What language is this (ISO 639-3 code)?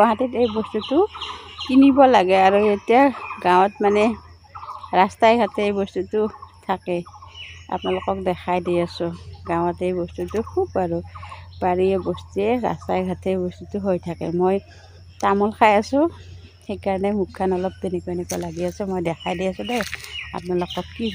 asm